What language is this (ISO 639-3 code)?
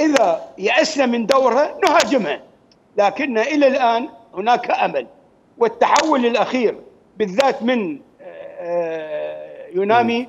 acm